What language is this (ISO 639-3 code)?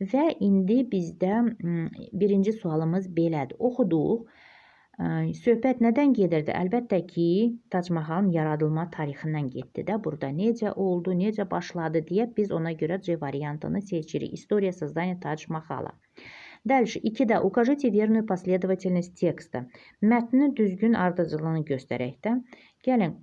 aze